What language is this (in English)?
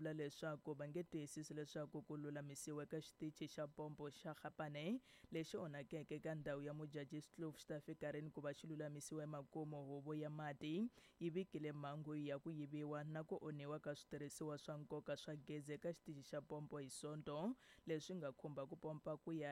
Tsonga